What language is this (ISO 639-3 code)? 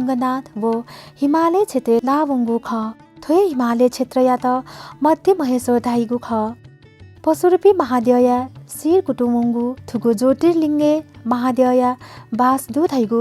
new